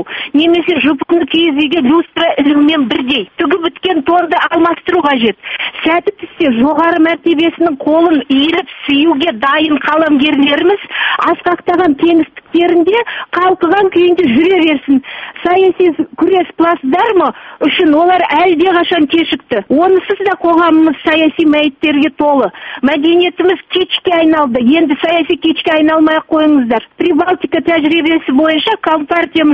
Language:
Kazakh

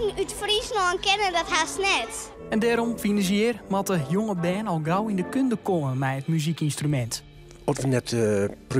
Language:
Western Frisian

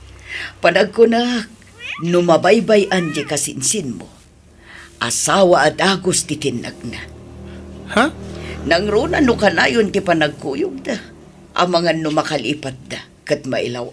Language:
Iloko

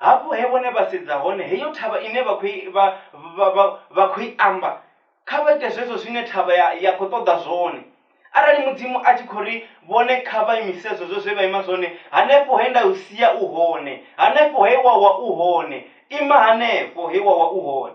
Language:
Venda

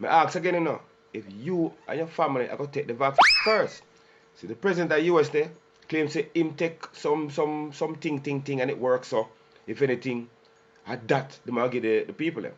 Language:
Jamaican Creole English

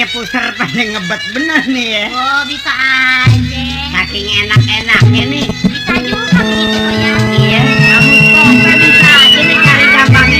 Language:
Betawi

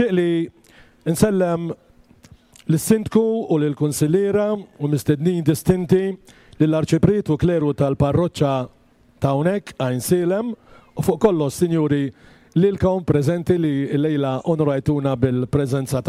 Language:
Maltese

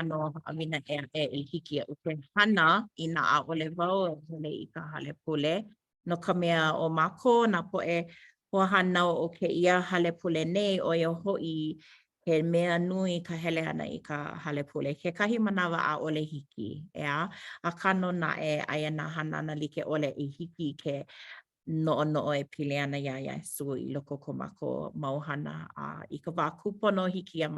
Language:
Hawaiian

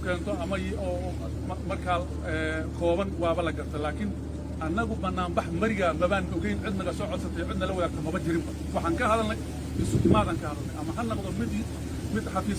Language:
Somali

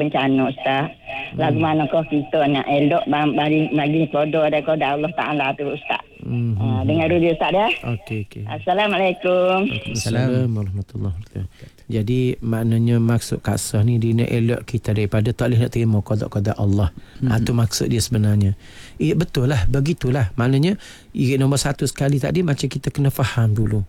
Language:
Malay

